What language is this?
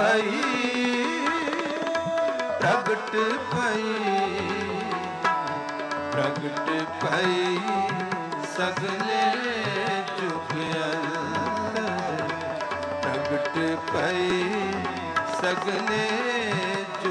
Punjabi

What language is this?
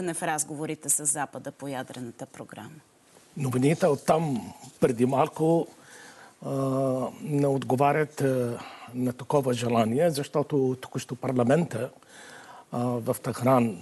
Bulgarian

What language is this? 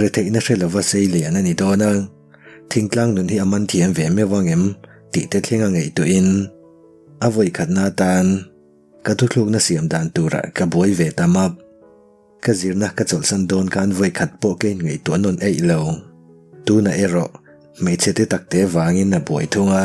Mizo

